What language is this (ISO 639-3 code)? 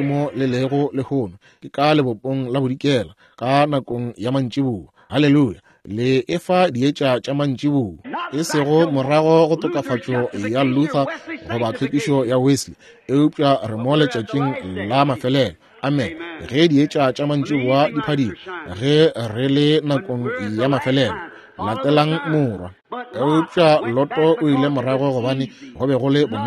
nso